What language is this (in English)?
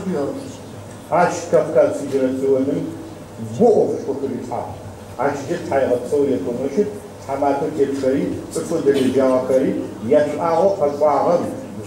Adyghe